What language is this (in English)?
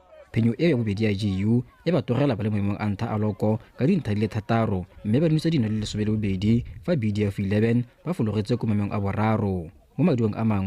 Tswana